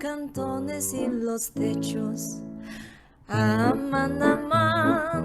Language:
Ladino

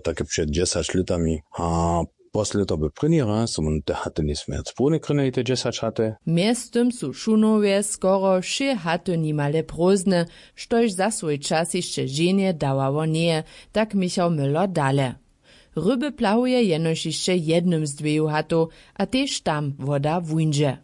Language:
Upper Sorbian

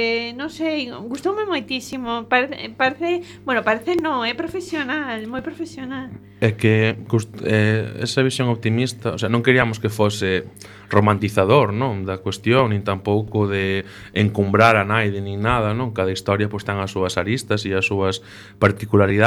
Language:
Galician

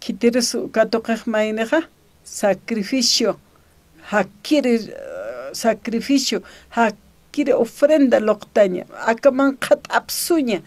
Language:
Aymara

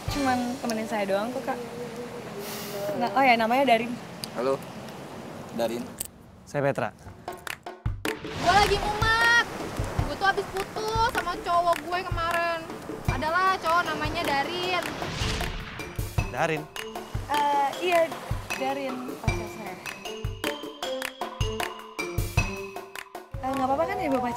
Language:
Indonesian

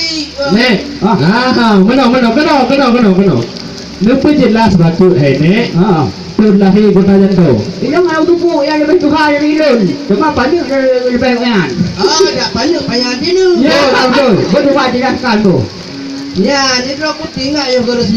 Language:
Achinese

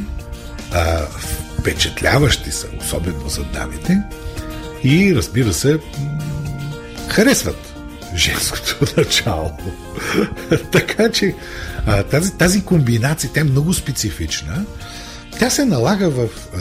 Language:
Bulgarian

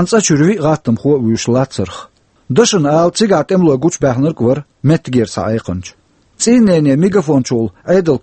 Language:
Chechen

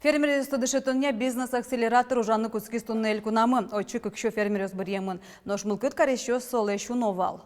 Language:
Udmurt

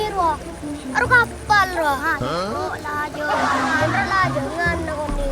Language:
Madurese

